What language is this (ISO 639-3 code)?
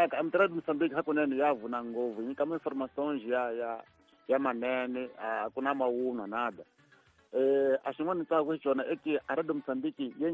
tso